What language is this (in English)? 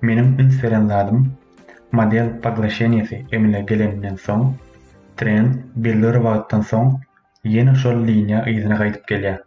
Turkmen